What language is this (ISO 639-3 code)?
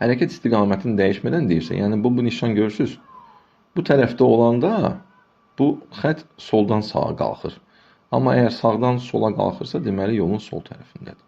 aze